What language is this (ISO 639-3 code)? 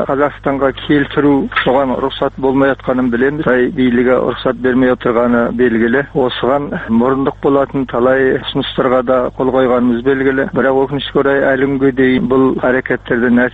kaz